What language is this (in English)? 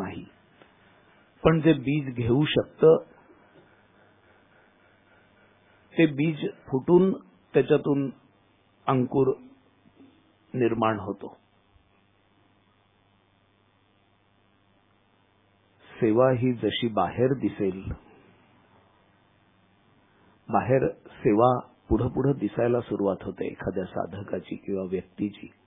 Marathi